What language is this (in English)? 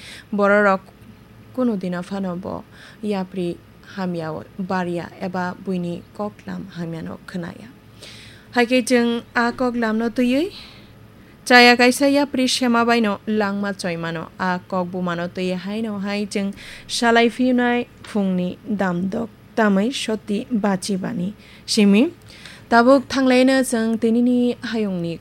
Kok Borok